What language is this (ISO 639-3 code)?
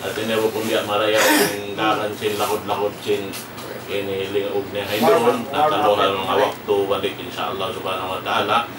tsg